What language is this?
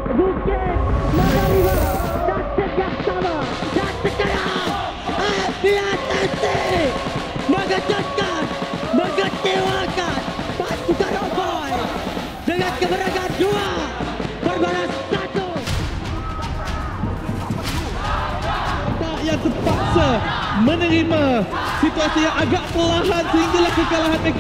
Malay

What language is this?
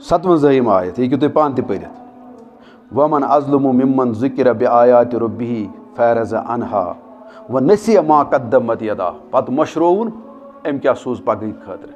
Kashmiri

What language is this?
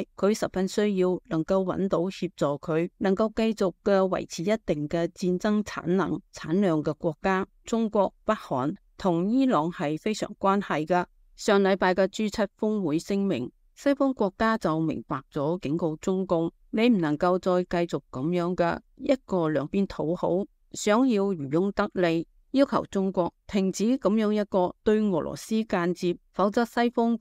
Cantonese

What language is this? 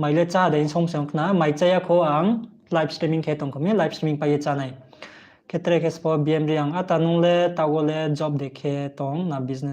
Riang (India)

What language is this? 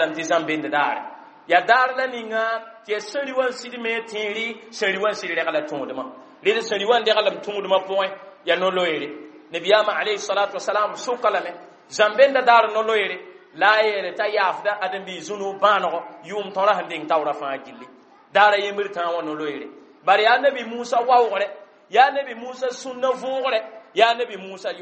Mossi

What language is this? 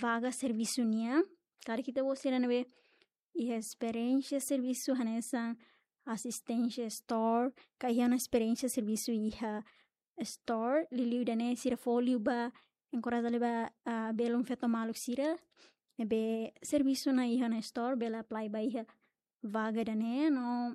Tetum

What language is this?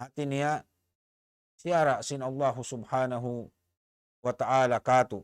Tausug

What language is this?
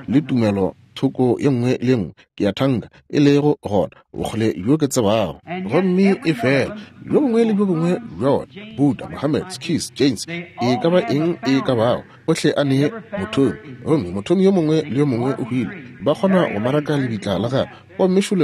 Northern Sotho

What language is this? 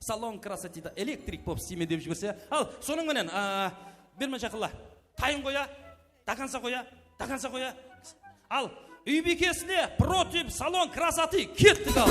Kara-Kalpak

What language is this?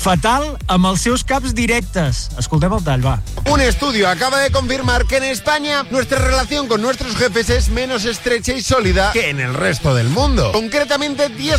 Catalan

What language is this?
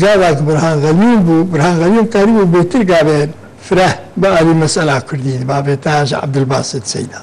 Kurdish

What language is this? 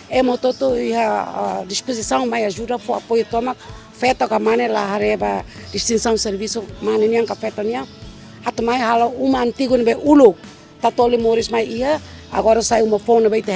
Tetum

